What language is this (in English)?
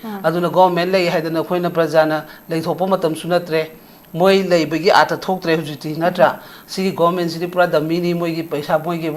Manipuri